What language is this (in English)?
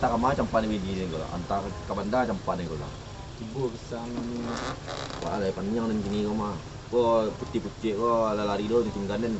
Minangkabau